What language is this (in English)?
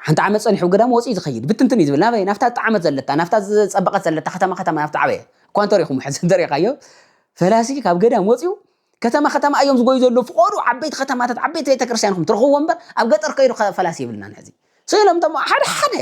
Tigrinya